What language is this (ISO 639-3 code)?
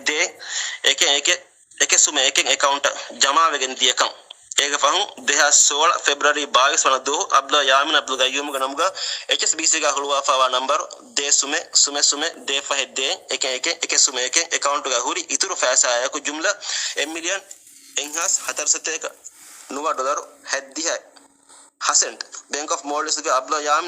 div